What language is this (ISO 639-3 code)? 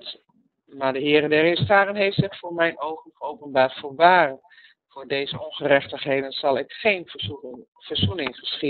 nld